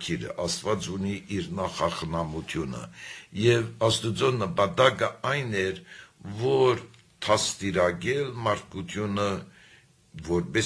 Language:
Armenian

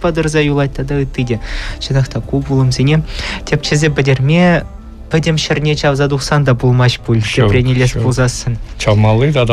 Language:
Chuvash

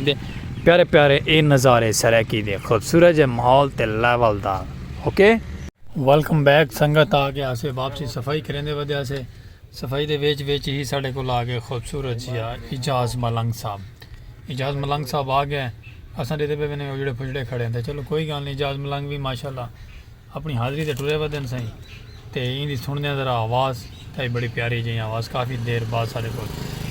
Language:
Saraiki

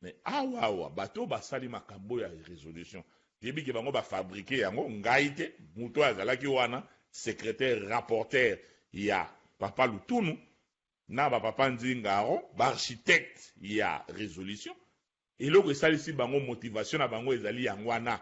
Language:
Lingala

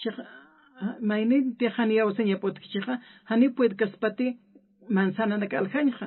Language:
Aymara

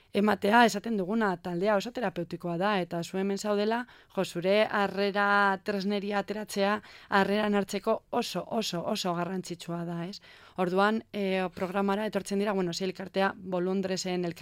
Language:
Basque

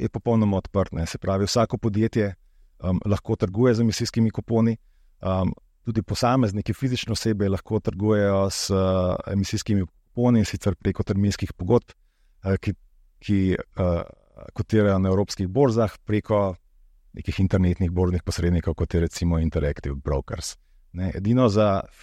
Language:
Slovenian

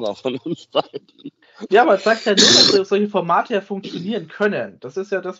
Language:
German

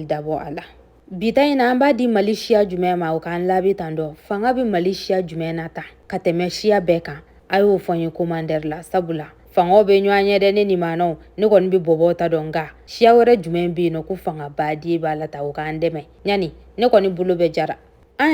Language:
Bambara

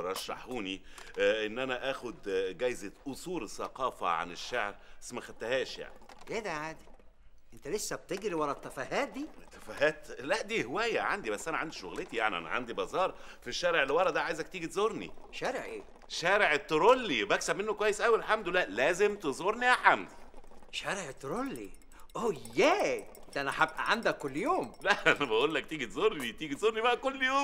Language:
Egyptian Arabic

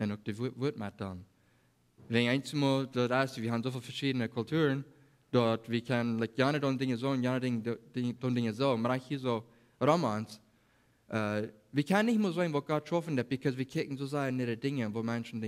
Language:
Plautdietsch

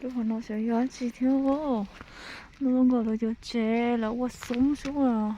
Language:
Hmong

